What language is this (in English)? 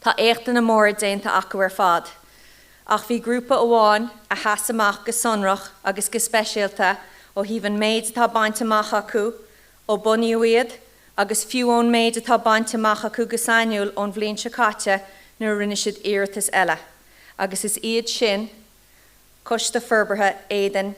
Irish